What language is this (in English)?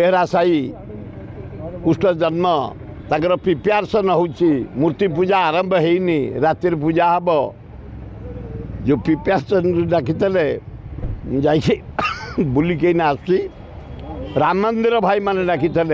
Odia